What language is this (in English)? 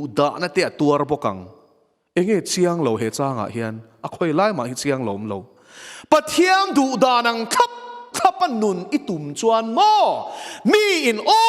Mizo